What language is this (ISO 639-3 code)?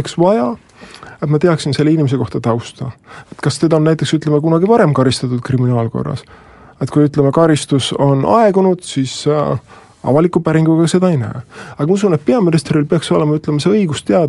est